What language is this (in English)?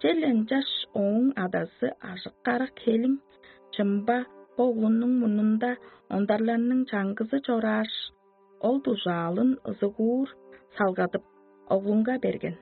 Tuvinian